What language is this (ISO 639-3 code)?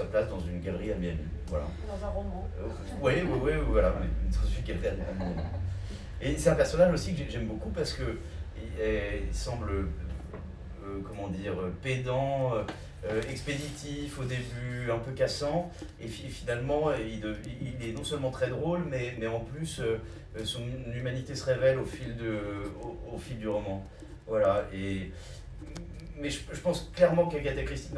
fra